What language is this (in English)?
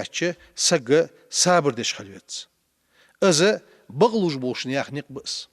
Ingush